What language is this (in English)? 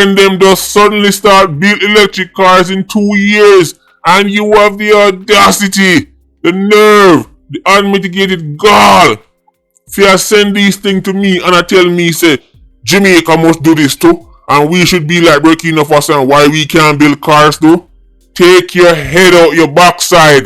Jamaican Creole English